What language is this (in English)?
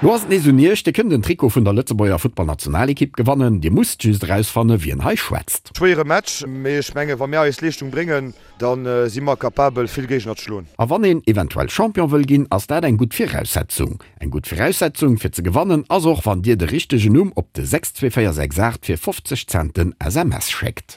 Luxembourgish